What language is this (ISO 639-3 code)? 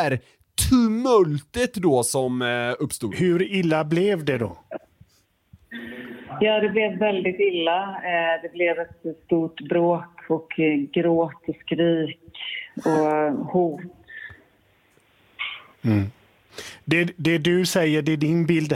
swe